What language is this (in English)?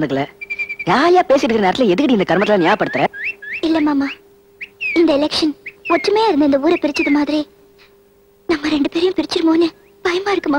Tamil